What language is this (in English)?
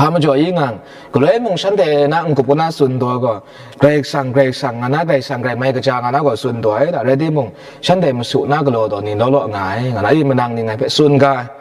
Kachin